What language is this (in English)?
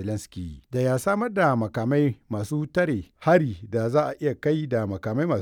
Hausa